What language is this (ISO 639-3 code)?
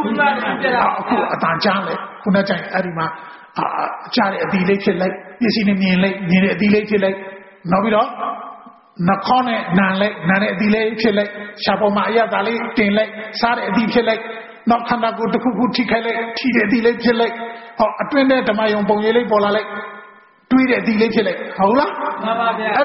mya